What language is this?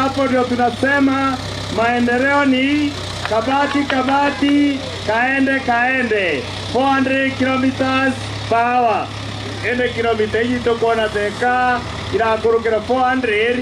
Meru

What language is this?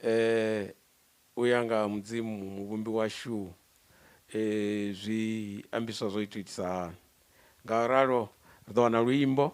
Venda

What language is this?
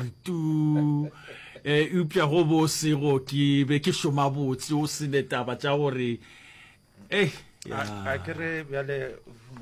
Northern Sotho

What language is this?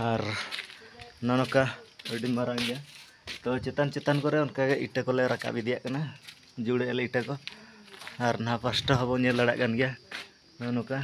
Santali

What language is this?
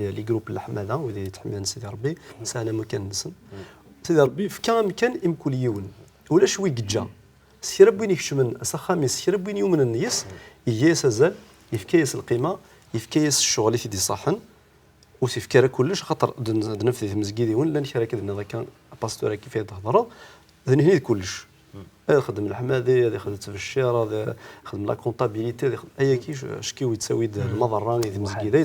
Kabyle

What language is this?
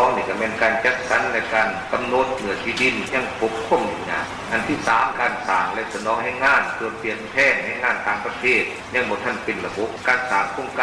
Lao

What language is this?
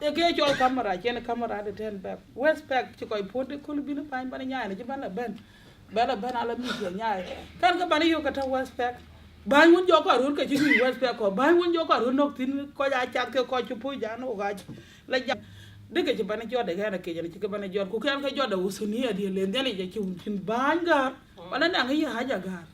Dinka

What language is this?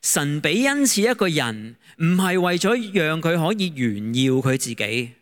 Cantonese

